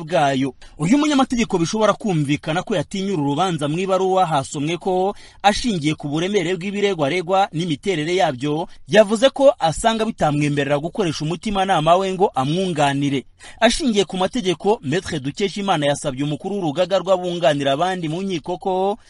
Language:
Kinyarwanda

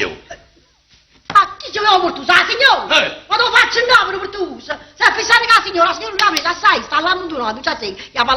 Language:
Neapolitan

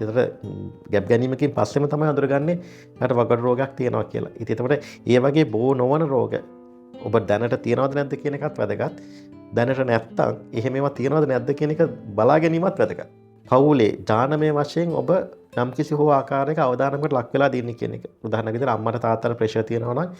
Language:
Sinhala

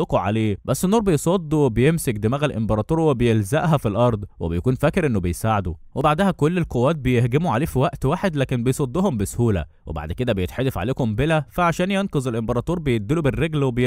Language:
Egyptian Arabic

